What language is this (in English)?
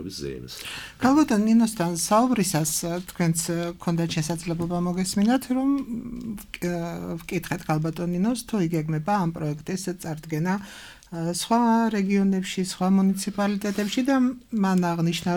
Georgian